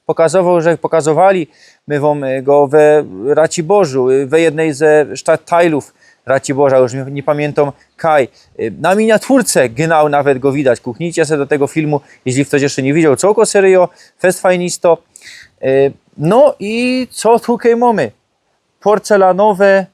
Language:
Silesian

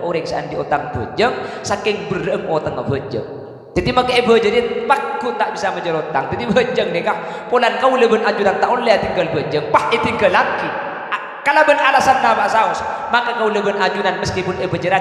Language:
Madurese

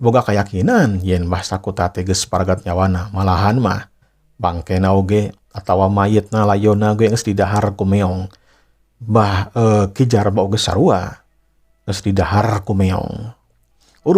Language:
Sundanese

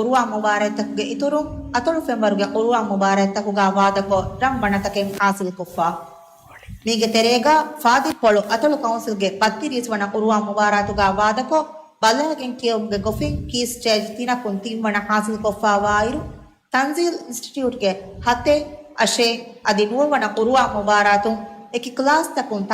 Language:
Divehi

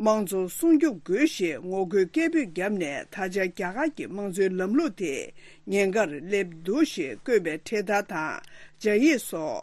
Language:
Tibetan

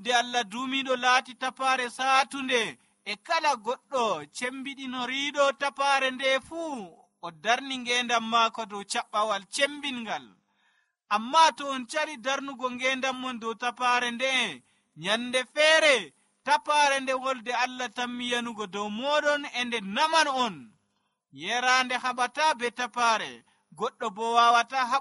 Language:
Nigerian Fulfulde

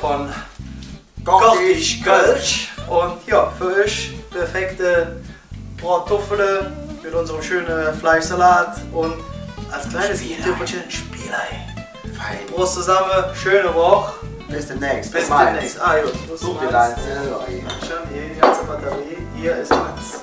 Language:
Colognian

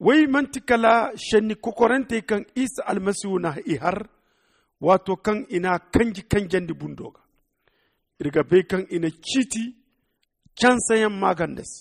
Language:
Zarma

